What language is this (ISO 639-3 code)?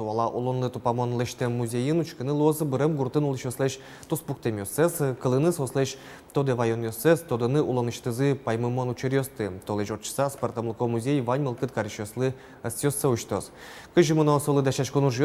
udm